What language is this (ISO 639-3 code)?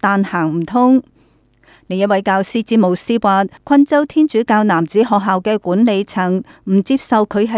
yue